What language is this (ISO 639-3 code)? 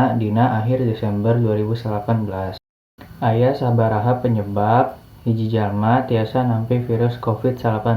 sun